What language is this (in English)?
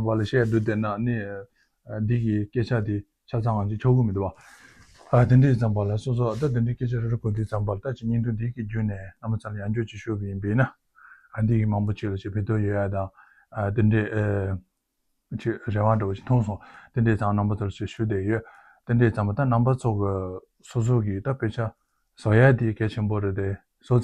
Tibetan